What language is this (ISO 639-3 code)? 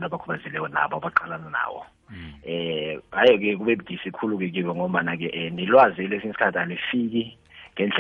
nbl